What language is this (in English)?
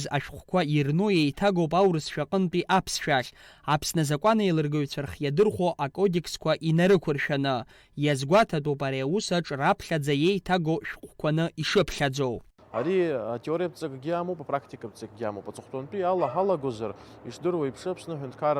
Abkhazian